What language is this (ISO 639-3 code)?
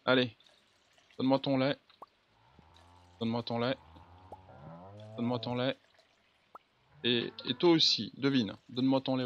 fra